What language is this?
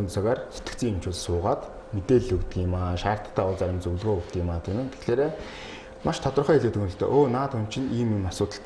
Mongolian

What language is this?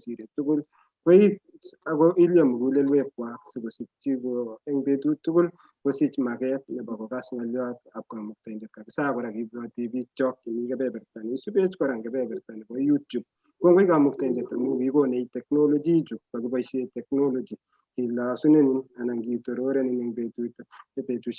Kalenjin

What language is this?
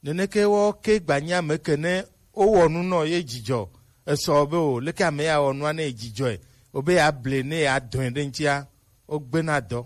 Gen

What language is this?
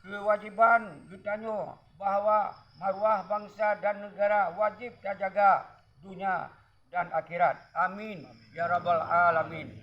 Achinese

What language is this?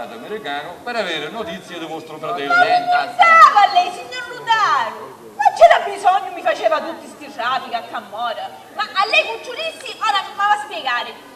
Sicilian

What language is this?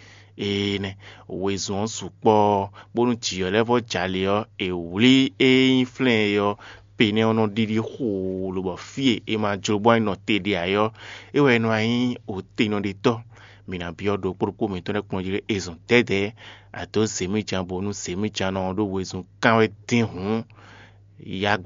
Fon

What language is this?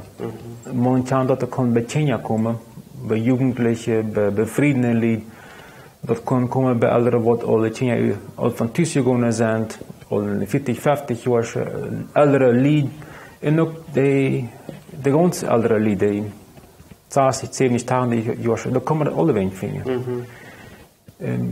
Plautdietsch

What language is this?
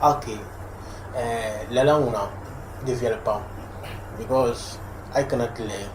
Dagbani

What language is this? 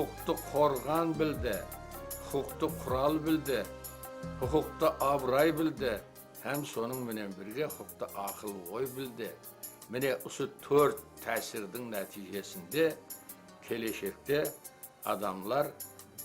Kara-Kalpak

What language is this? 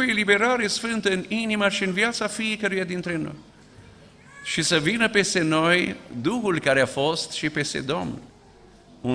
Romanian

